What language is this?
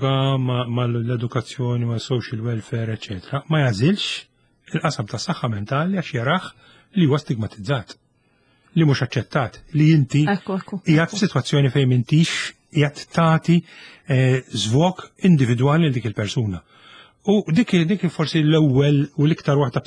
Maltese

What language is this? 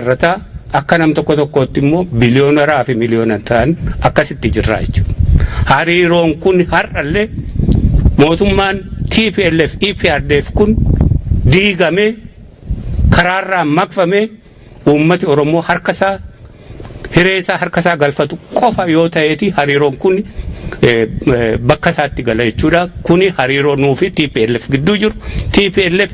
Oromo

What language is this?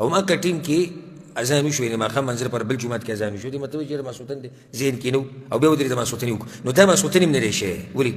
Pashto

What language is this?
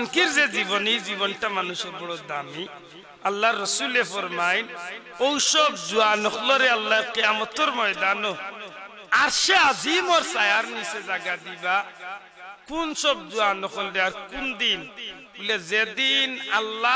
Sylheti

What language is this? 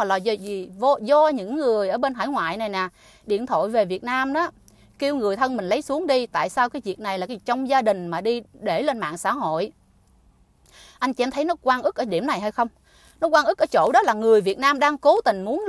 Vietnamese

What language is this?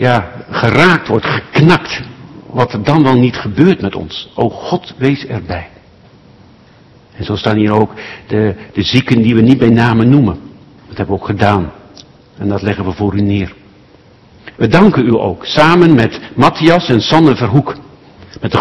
Dutch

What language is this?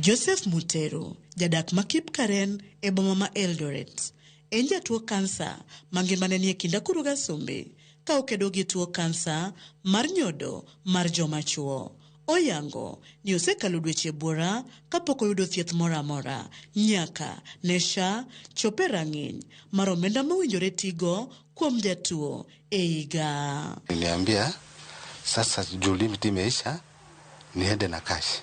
Luo (Kenya and Tanzania)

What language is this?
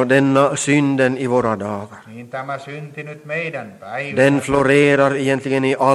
Swedish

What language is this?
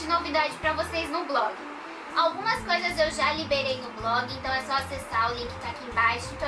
Portuguese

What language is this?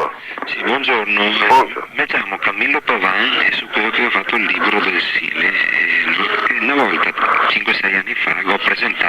Venetian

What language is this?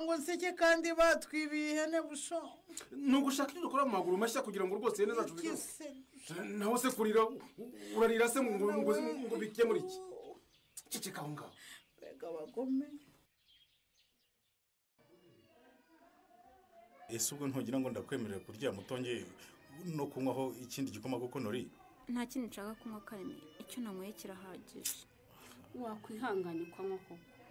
Kinyarwanda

